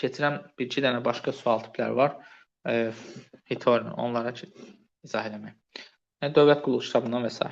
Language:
Azerbaijani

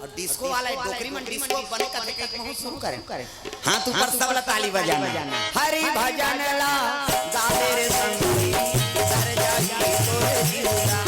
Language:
Chhattisgarhi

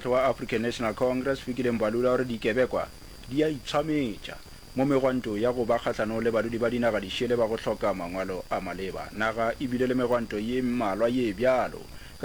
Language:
Northern Sotho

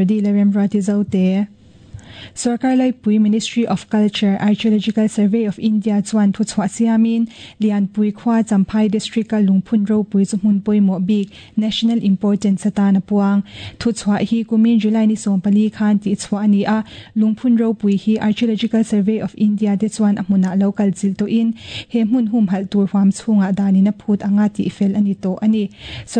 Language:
Mizo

